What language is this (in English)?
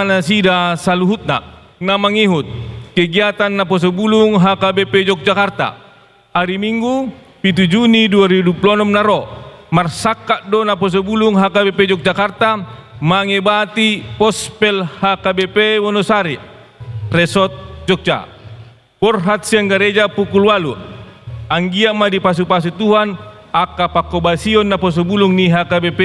Batak Toba